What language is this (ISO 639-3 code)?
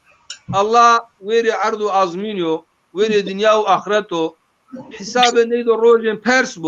zza